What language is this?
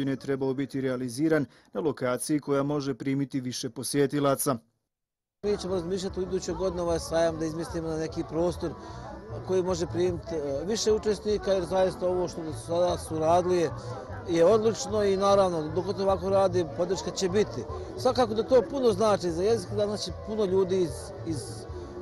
Bosnian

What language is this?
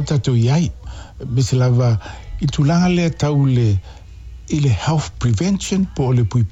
Samoan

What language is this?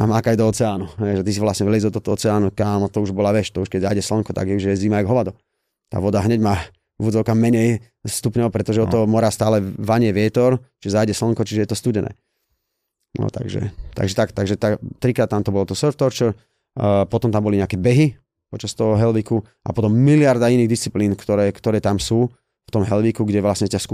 Slovak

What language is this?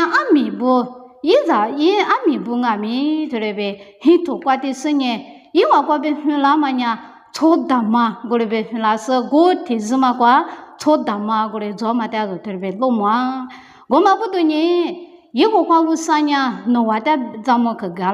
Lisu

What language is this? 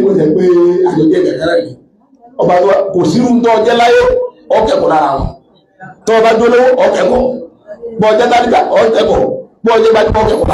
Yoruba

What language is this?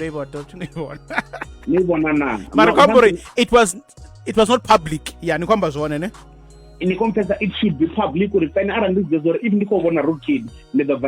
Venda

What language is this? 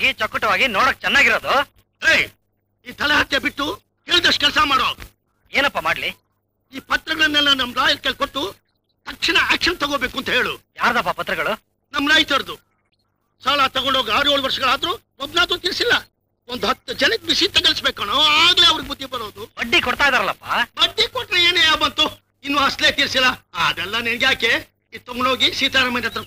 Kannada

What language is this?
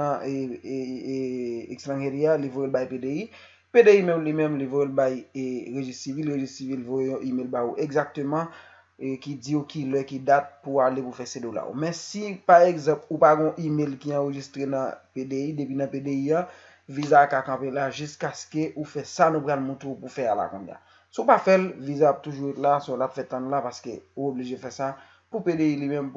Haitian Creole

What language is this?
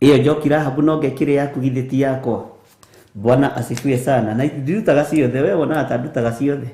Kikuyu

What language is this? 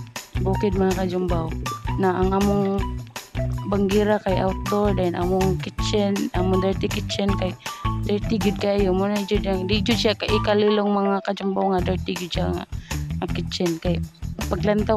Cebuano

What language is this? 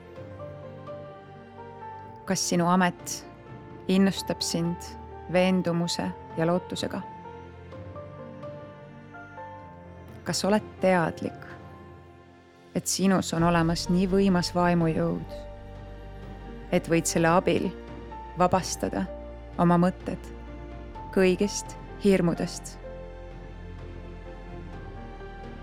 Estonian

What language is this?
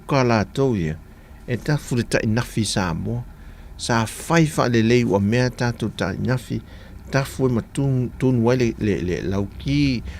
Samoan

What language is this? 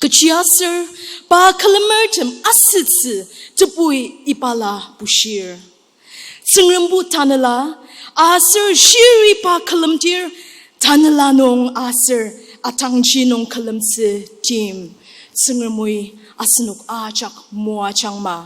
Ao Naga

